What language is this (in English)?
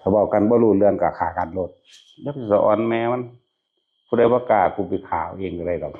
Northeastern Thai